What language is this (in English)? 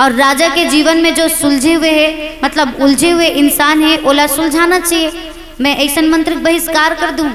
Chhattisgarhi